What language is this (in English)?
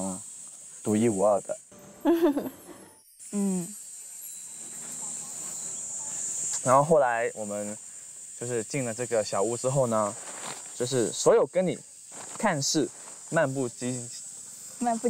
Chinese